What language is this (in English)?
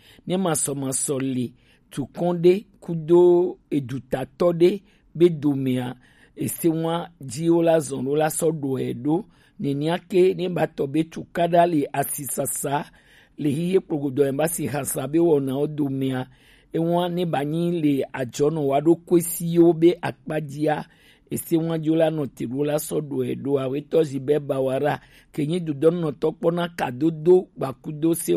Gen